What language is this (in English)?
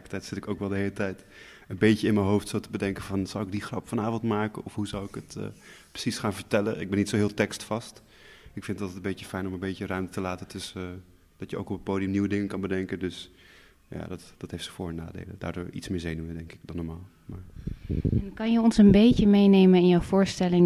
Dutch